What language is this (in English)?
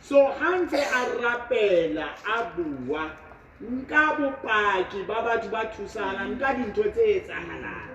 Southern Sotho